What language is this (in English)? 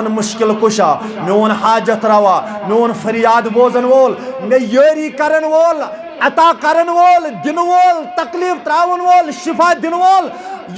Kashmiri